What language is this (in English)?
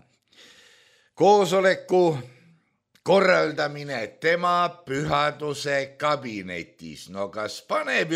Estonian